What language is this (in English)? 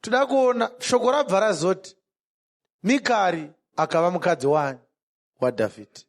Shona